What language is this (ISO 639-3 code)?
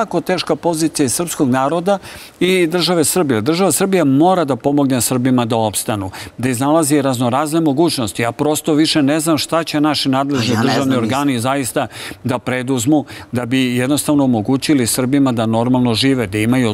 srp